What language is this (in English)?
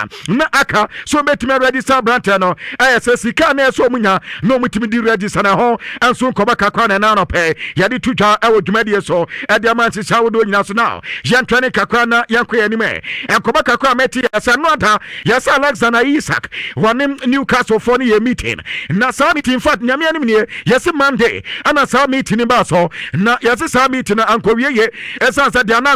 Akan